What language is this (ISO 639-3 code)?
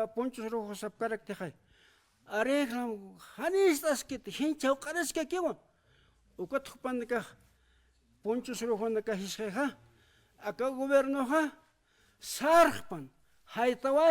aym